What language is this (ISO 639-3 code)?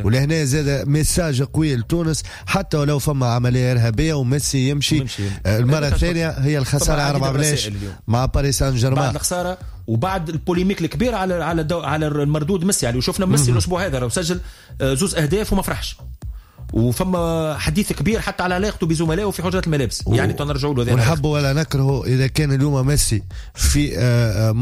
aeb